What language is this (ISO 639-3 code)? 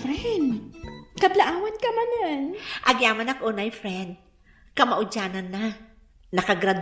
ilo